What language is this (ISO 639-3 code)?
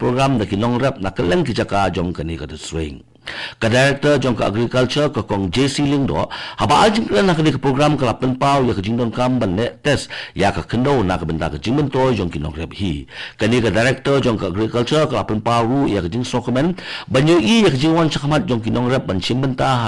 kha